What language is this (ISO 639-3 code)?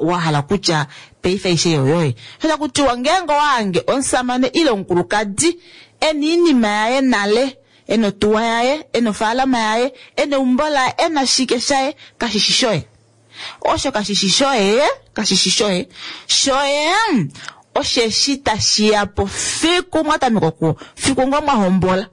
kua